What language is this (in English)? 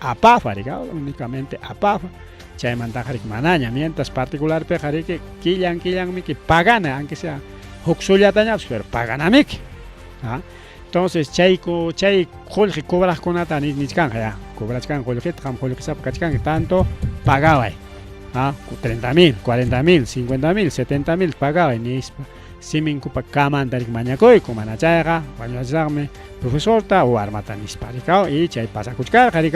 Ayacucho Quechua